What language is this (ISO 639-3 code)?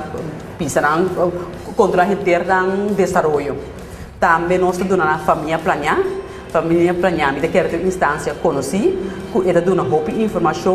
pap